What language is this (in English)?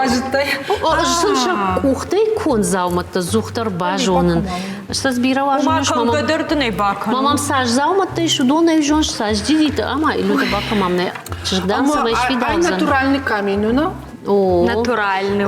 Ossetic